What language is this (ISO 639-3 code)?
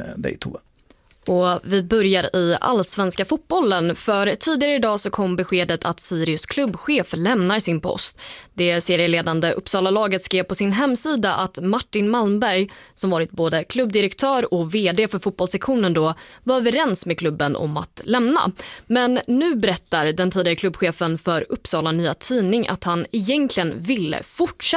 swe